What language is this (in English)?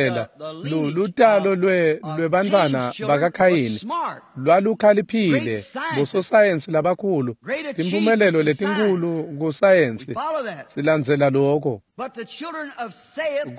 Swati